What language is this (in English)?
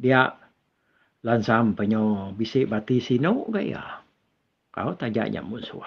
Iban